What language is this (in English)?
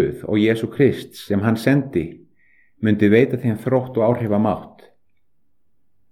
Icelandic